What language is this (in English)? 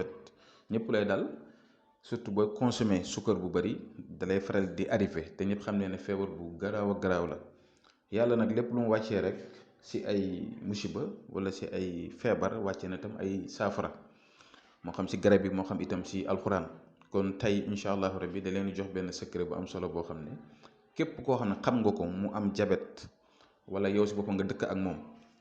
Wolof